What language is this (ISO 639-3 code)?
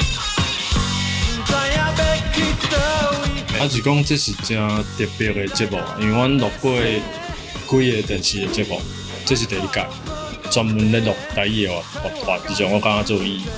nan